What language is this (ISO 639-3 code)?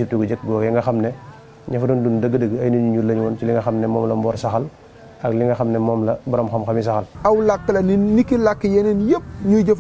wol